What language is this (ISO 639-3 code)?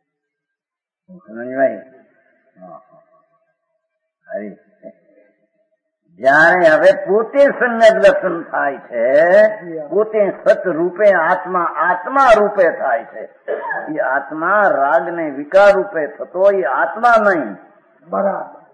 guj